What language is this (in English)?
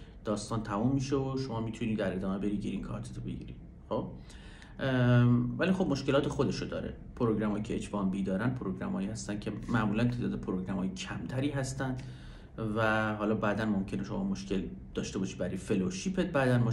Persian